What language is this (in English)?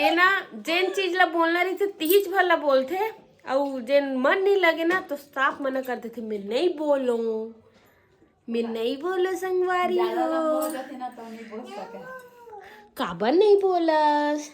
Chhattisgarhi